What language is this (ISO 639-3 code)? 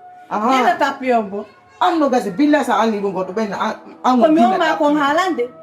ful